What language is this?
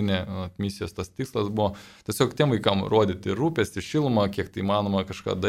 Lithuanian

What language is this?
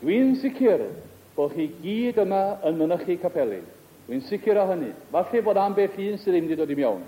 Welsh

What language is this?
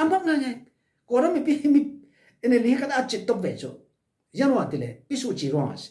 Falam Chin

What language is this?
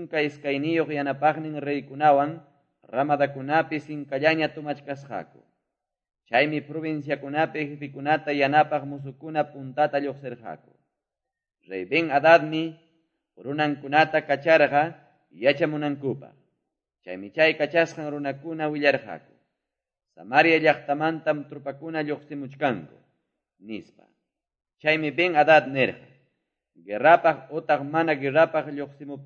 Quechua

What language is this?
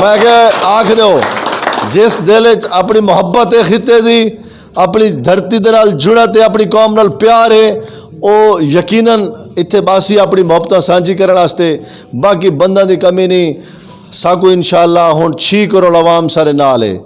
Saraiki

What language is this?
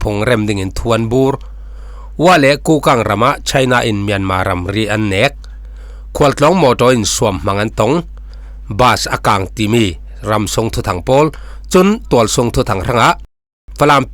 Falam Chin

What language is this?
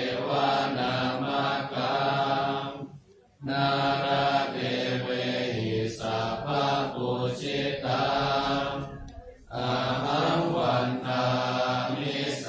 Pali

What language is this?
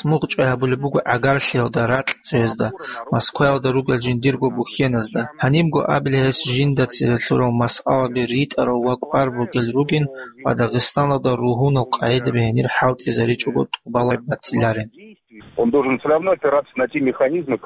Avaric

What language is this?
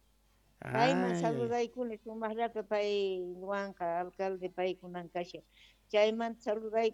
South Bolivian Quechua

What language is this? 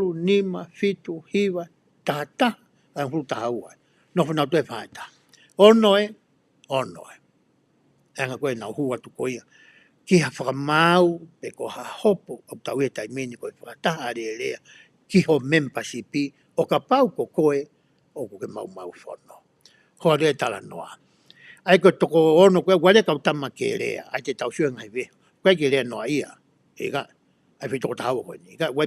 Tongan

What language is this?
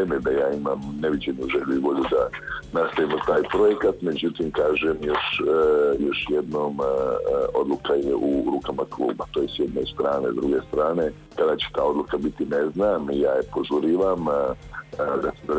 Croatian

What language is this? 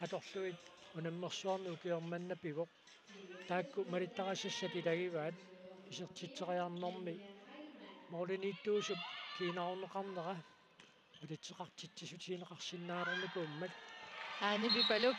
Kalaallisut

